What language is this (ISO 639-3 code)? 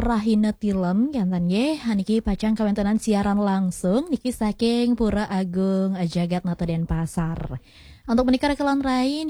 ban